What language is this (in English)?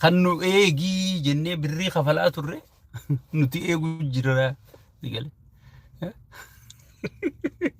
Oromo